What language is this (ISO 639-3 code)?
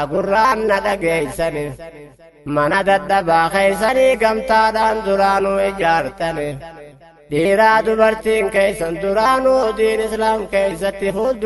orm